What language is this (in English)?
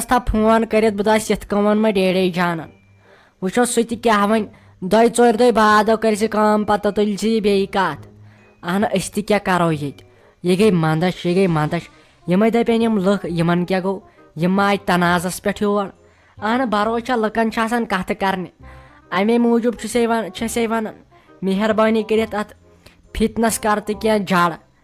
Kashmiri